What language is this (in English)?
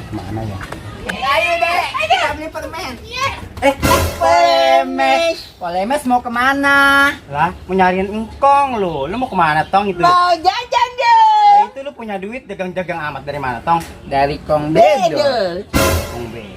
Betawi